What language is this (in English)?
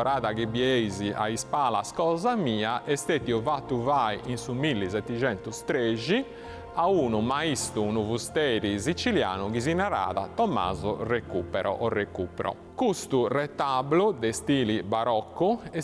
Sardinian